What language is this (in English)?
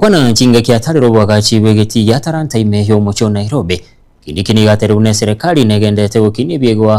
Gusii